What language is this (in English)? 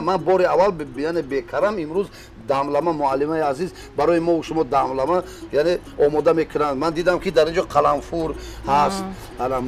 Tajik